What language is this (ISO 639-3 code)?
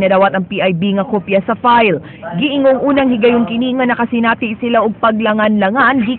ceb